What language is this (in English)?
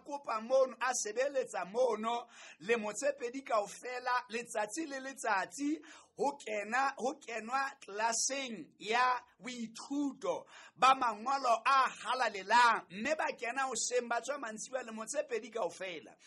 Southern Sotho